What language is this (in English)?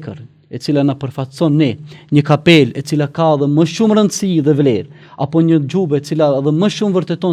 Albanian